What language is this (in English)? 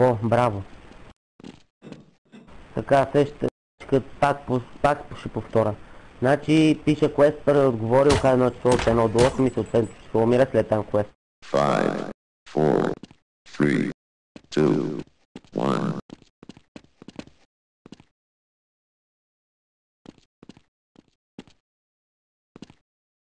Bulgarian